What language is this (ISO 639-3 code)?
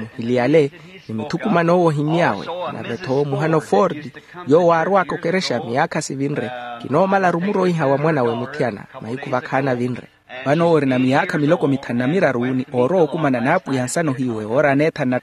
vmw